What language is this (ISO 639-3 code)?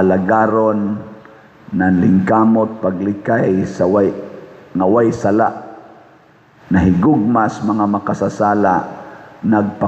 ceb